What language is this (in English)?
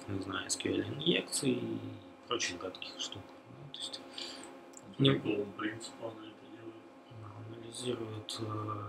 Russian